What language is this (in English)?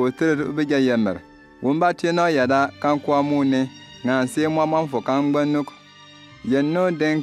Bimoba